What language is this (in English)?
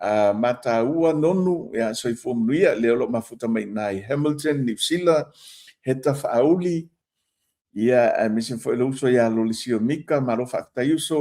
Samoan